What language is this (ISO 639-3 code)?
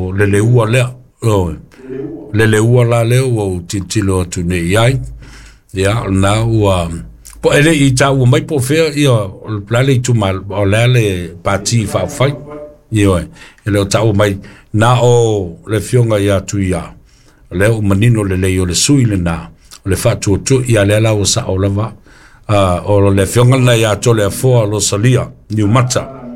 smo